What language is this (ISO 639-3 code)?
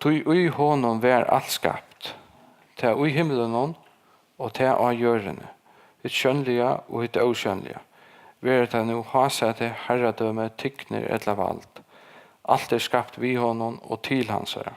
fao